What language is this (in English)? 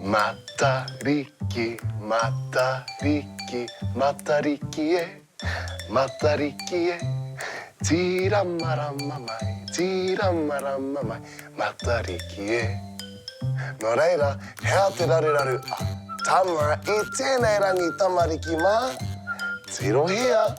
Māori